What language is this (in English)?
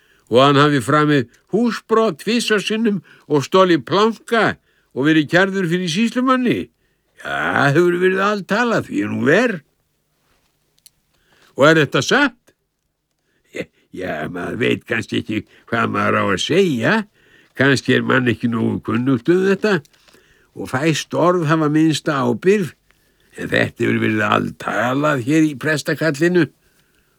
Icelandic